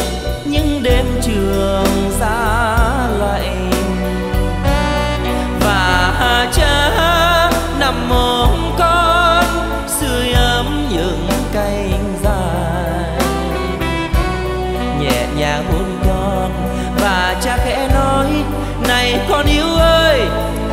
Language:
Vietnamese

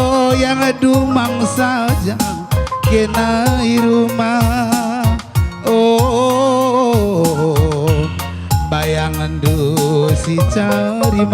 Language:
Batak Karo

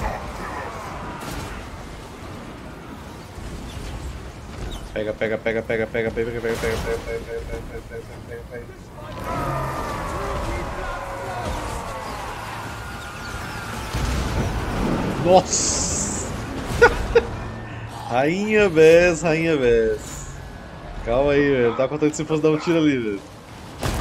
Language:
Portuguese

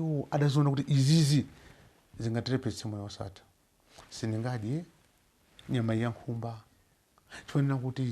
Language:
Nyanja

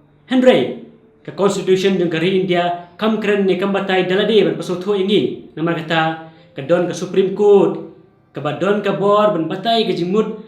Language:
Khasi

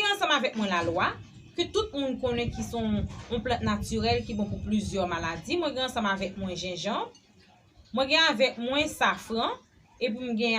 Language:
Haitian Creole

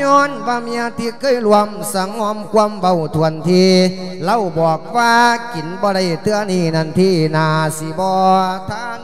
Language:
Lao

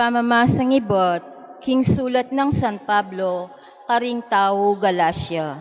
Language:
Pampanga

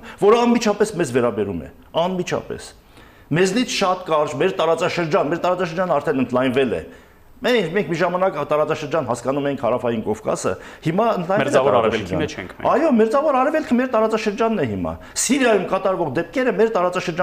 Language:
Armenian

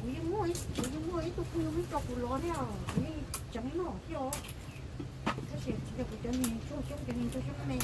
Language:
Hmong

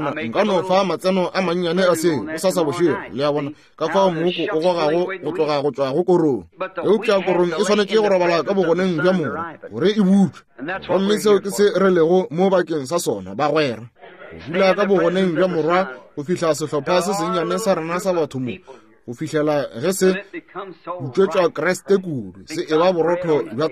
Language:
Northern Sotho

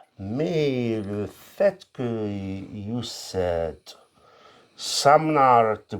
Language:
Kabyle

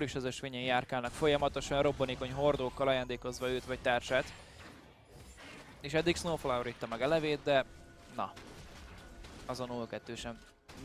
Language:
Hungarian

